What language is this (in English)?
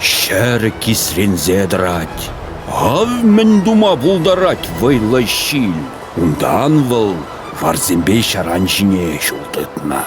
Chuvash